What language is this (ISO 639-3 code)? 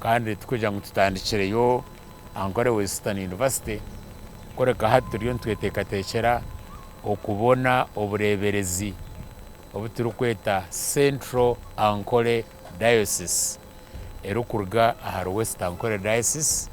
nyn